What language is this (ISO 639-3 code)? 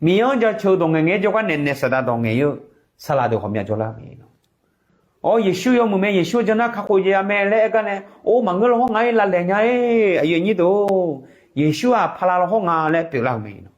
ahk